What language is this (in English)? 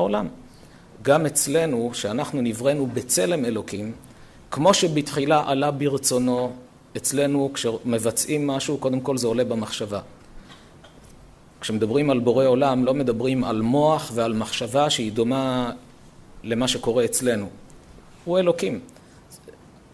Hebrew